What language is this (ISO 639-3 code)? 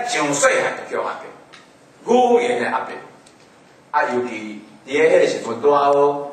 nan